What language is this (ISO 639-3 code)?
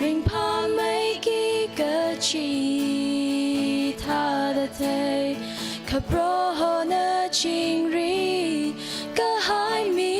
nmf